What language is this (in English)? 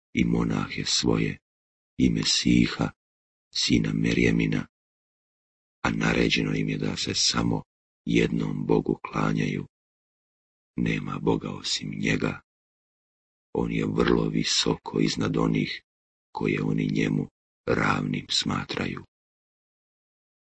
Bosnian